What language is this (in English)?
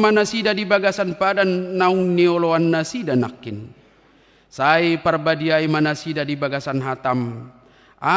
Batak Toba